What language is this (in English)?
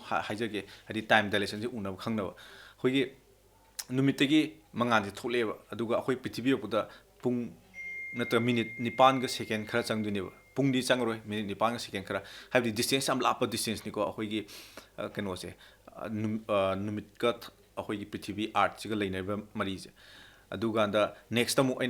Manipuri